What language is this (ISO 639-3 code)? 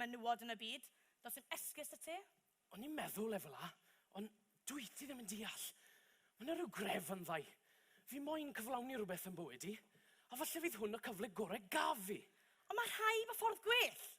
cym